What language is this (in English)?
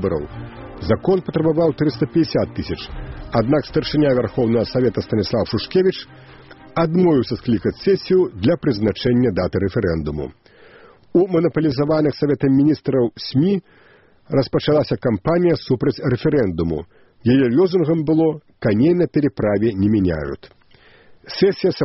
Belarusian